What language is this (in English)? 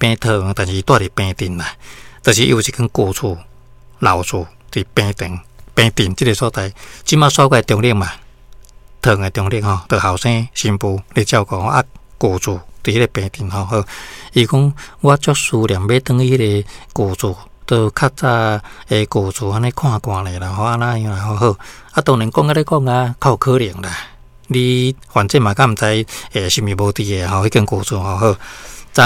Min Nan Chinese